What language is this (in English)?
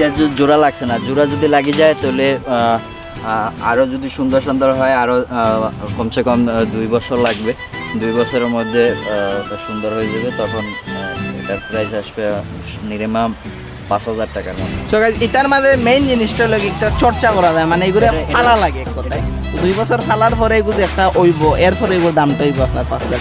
Sylheti